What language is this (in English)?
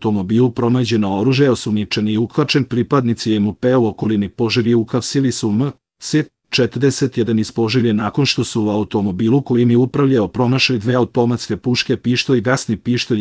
Serbian